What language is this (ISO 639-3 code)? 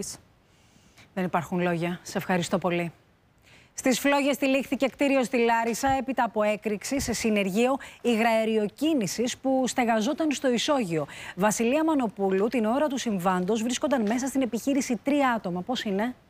ell